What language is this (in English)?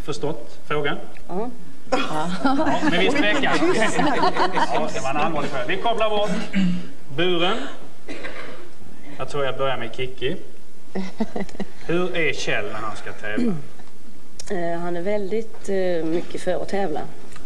Swedish